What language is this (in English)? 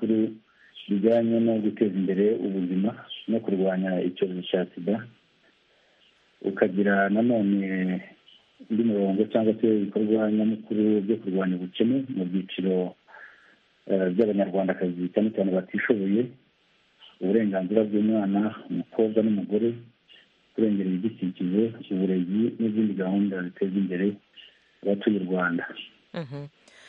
Kinyarwanda